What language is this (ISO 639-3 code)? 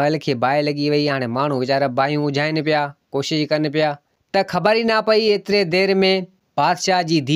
snd